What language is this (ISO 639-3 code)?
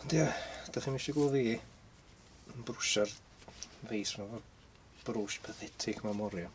cym